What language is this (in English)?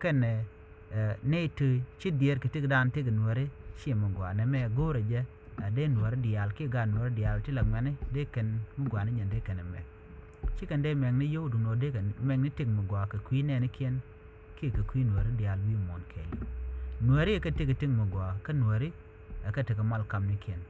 Nuer